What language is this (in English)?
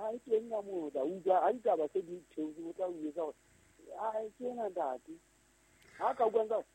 Southern Sotho